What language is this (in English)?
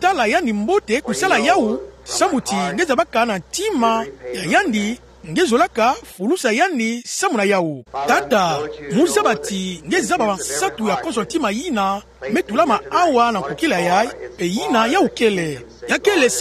Kituba (Democratic Republic of Congo)